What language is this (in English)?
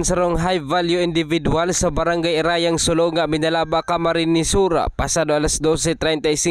Bikol